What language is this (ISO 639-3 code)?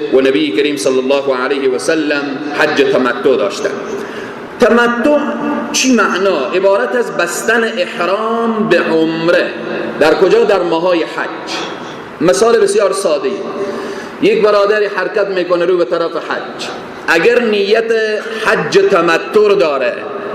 fas